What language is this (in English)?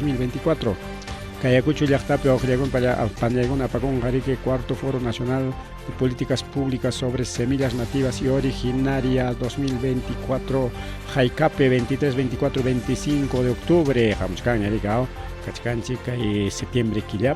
Ayacucho Quechua